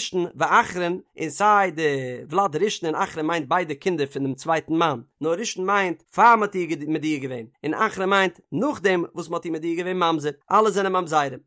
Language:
Yiddish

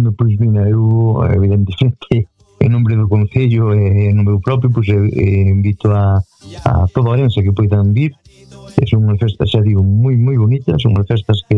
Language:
Galician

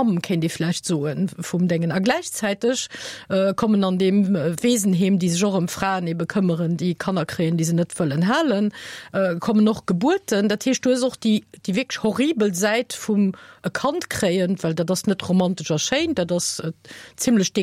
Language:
Luxembourgish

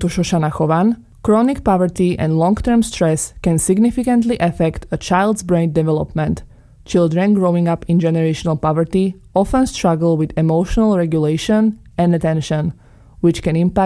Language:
English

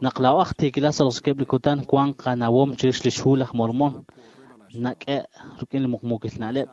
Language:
Kekchí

